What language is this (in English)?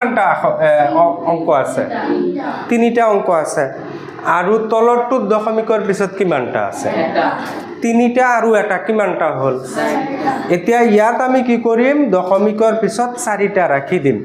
Assamese